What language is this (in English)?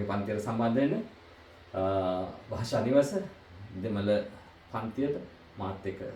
Sinhala